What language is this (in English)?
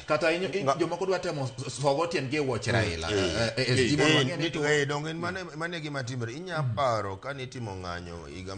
Luo (Kenya and Tanzania)